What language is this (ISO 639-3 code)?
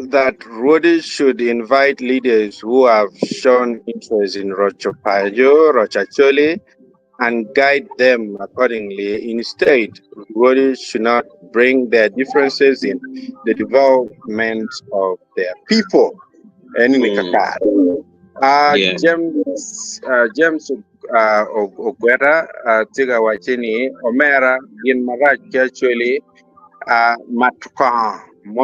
ach